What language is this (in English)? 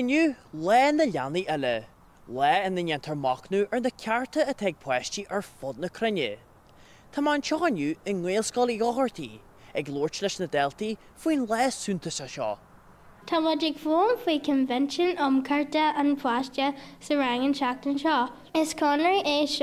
Irish